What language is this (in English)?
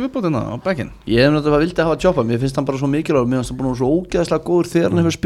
Icelandic